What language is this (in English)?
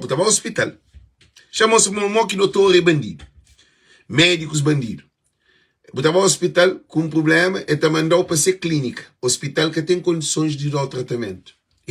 Kabuverdianu